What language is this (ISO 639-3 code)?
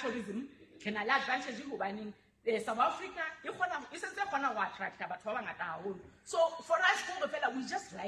sot